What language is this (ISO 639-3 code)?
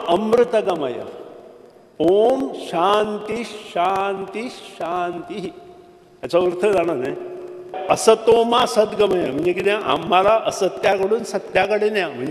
mar